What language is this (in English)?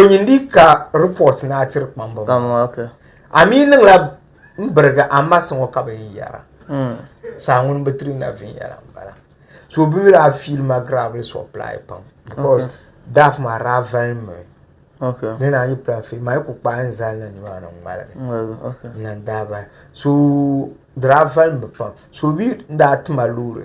Dagbani